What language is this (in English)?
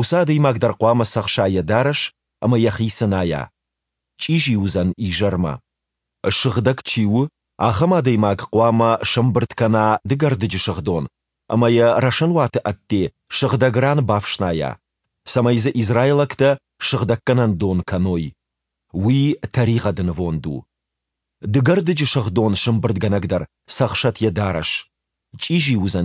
Ossetic